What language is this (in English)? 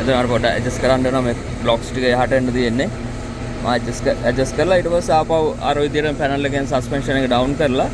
Sinhala